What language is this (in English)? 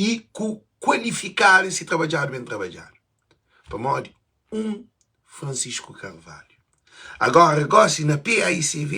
Kabuverdianu